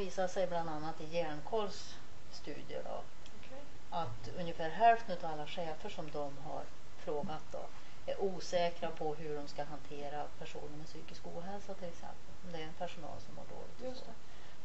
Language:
Swedish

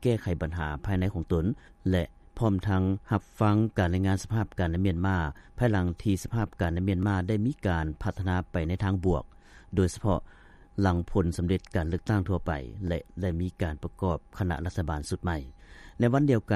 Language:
Lao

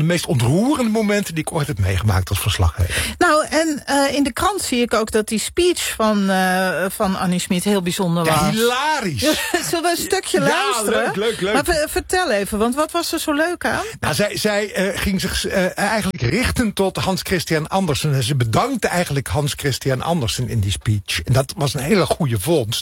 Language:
Dutch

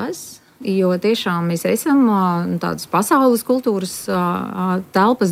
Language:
Latvian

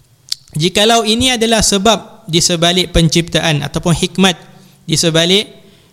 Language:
Malay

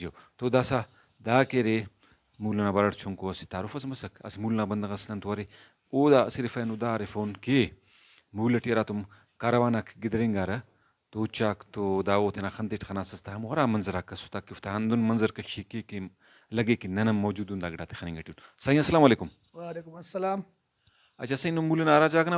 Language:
Brahui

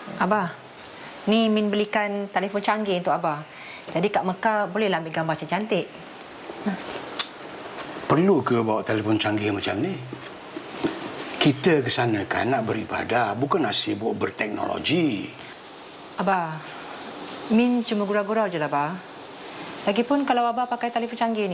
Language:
Malay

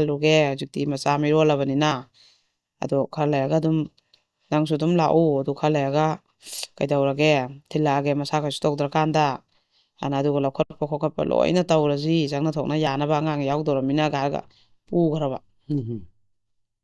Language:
Manipuri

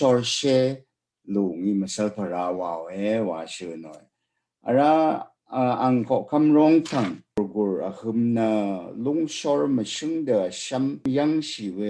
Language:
Rawang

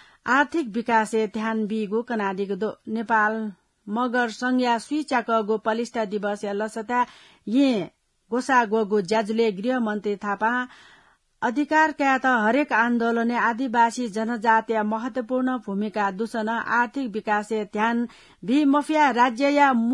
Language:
Newari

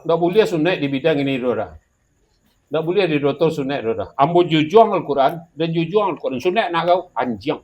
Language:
Minangkabau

